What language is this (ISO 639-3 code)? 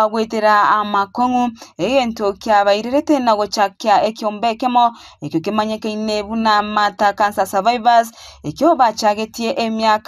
guz